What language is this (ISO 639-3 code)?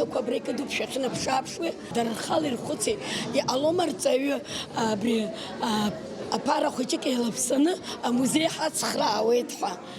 abk